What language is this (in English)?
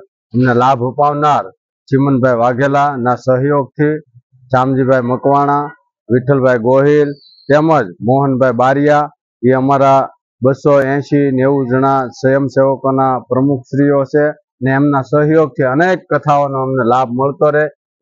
Gujarati